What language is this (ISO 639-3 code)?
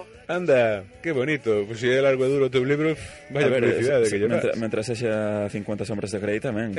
glg